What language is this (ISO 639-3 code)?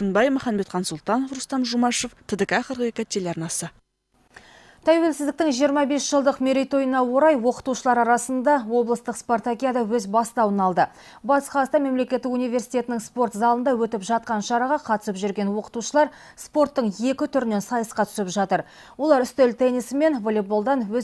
kaz